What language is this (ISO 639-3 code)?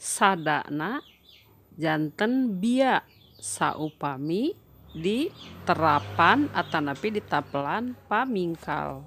sun